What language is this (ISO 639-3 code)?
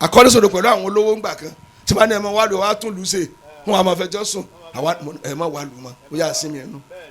yor